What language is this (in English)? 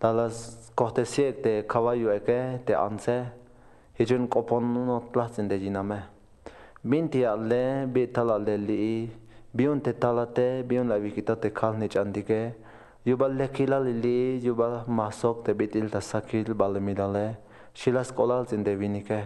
Tzeltal